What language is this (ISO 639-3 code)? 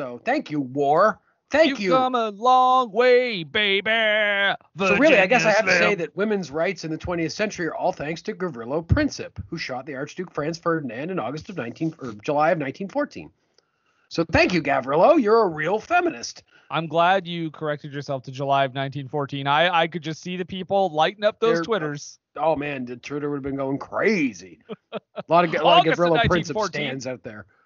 eng